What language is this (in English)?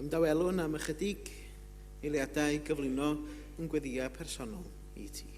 Welsh